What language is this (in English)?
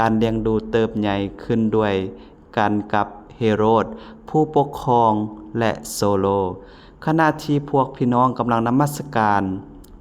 Lao